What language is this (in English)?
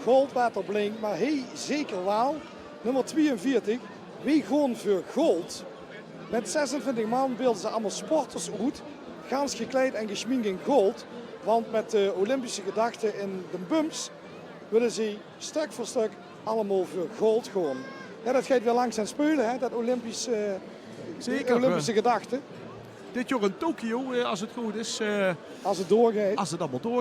Limburgish